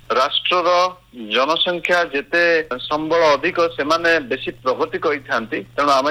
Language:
Odia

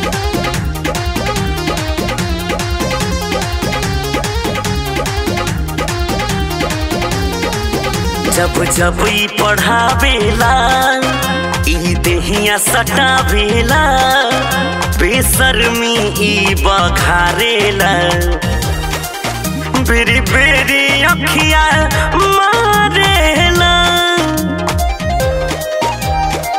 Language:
Bhojpuri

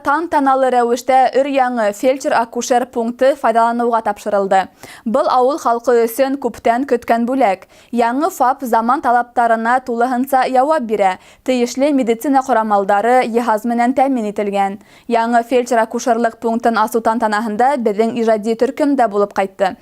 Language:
Bashkir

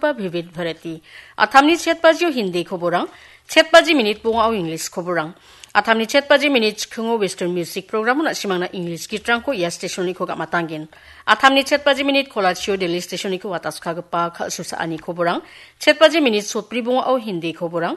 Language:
Garo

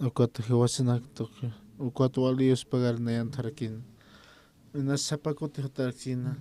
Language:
Aymara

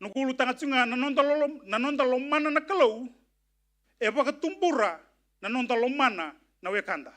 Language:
Fijian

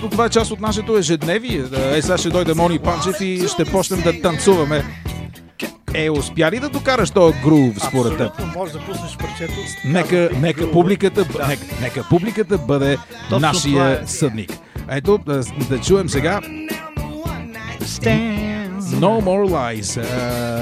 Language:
Bulgarian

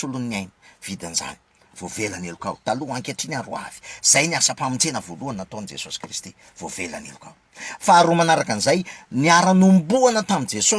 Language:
Malagasy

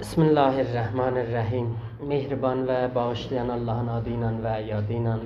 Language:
South Azerbaijani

